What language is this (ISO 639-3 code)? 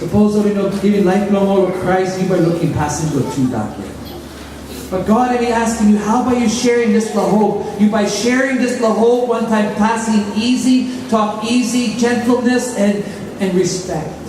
tpi